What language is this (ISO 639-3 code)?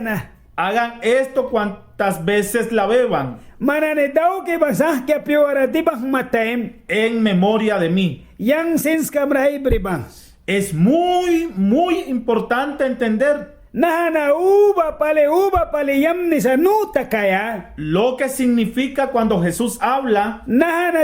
miq